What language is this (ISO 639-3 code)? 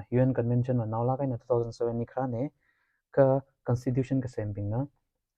nmf